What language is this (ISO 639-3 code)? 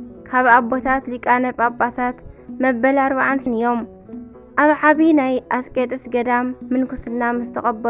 tir